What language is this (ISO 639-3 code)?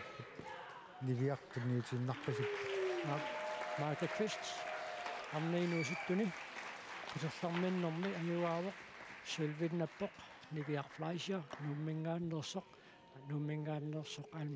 kal